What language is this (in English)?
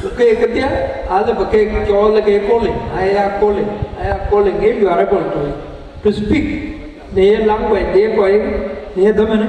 Dinka